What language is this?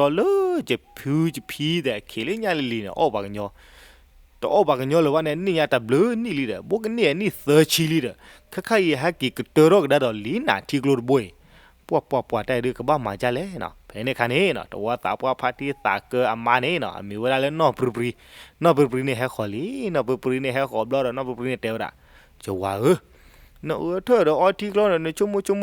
S'gaw Karen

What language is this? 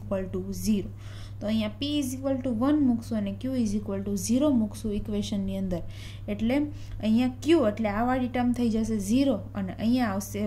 Gujarati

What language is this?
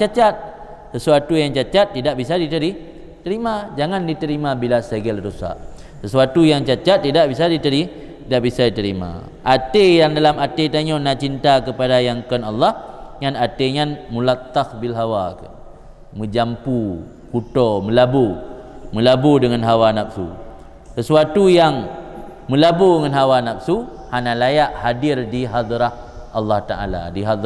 Achinese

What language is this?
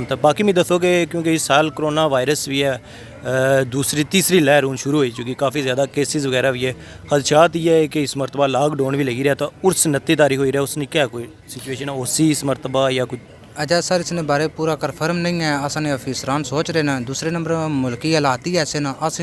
Pahari-Potwari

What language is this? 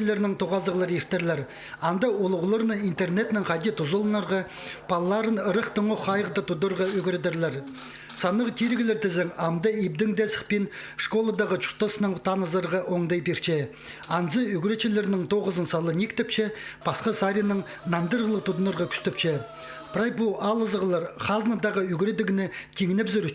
Khakas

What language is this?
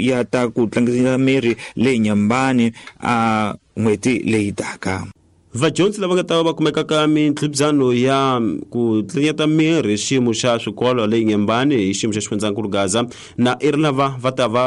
Tsonga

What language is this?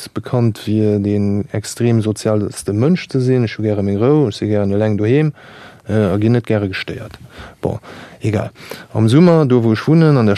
Luxembourgish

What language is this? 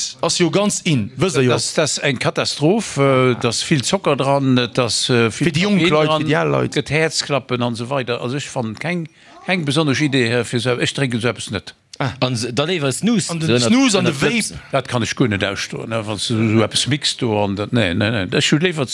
Luxembourgish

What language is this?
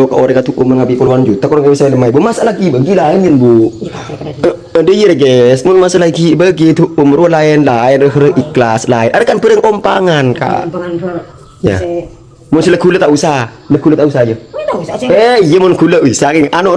Madurese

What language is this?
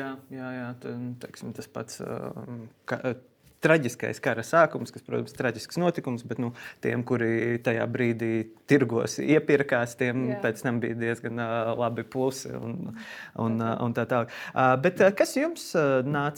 Latvian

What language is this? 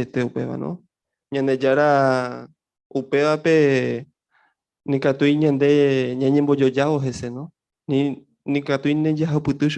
Guarani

